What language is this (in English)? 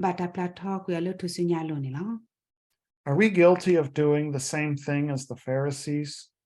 S'gaw Karen